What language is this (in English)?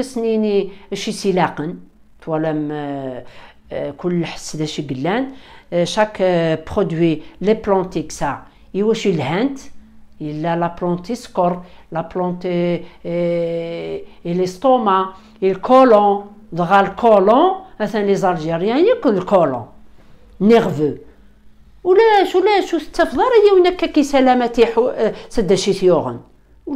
Kabyle